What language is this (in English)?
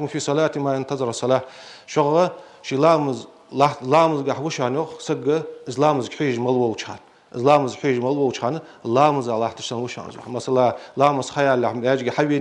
Ingush